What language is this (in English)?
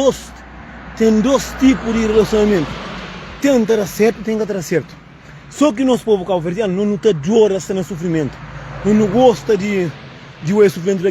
Kabuverdianu